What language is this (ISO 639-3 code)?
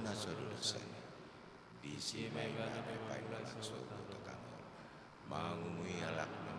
bbc